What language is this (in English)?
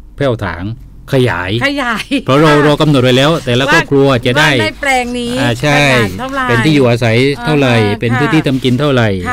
Thai